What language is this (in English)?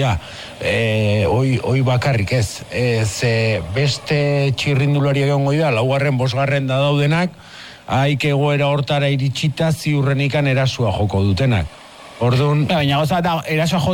Basque